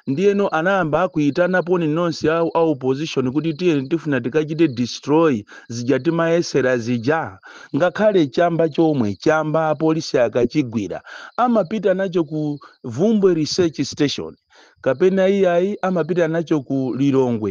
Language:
Nyanja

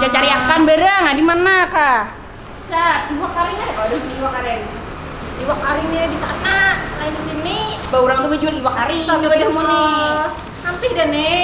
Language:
Banjar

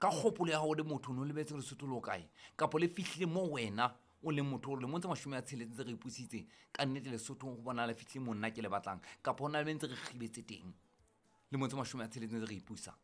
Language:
Southern Sotho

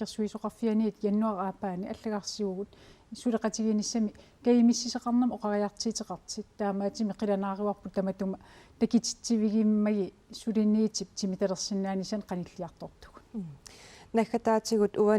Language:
Kalaallisut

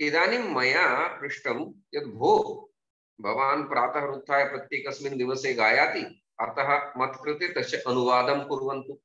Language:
Sanskrit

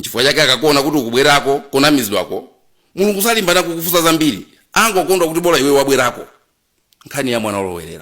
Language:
Nyanja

